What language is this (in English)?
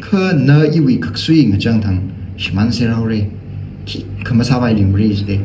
Tangkhul Naga (India)